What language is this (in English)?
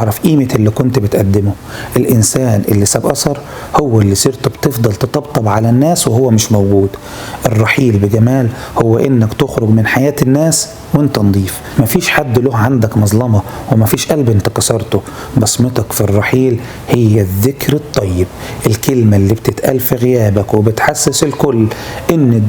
Egyptian Arabic